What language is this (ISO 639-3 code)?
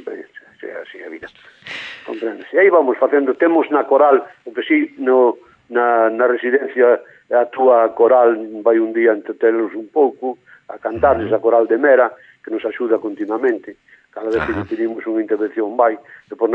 glg